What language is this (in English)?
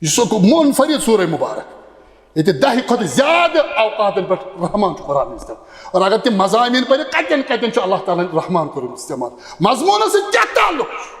Kashmiri